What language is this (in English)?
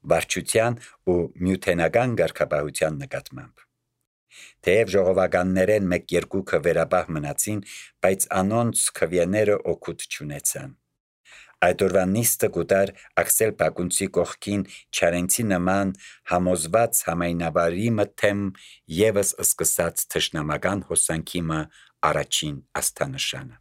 Armenian